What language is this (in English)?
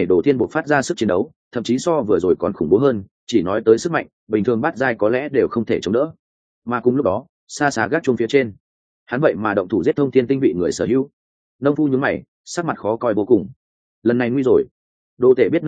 Vietnamese